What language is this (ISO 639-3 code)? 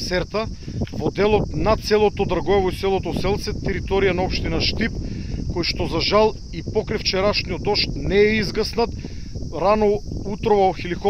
mkd